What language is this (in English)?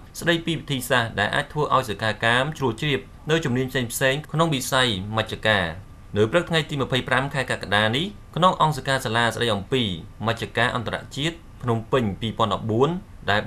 Khmer